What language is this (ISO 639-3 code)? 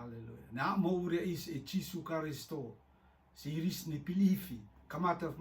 rtm